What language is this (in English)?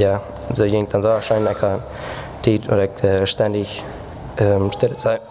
Plautdietsch